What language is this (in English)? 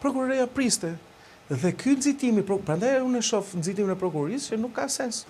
Albanian